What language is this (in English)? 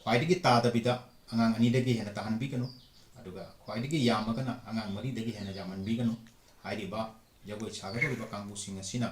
Manipuri